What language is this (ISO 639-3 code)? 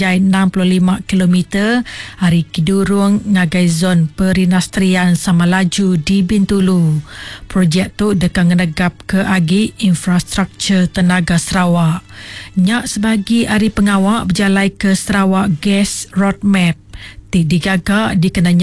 iba